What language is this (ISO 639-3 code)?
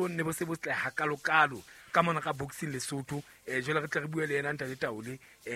sot